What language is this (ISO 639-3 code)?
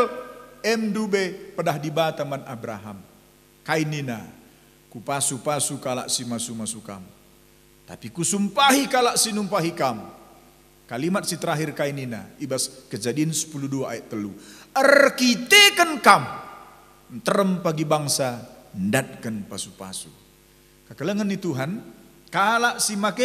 btx